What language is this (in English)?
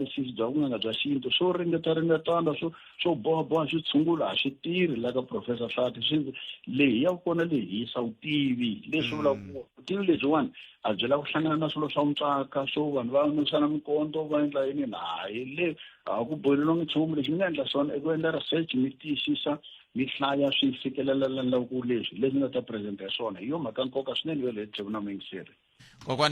Tsonga